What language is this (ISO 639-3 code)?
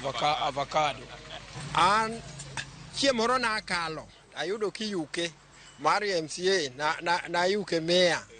luo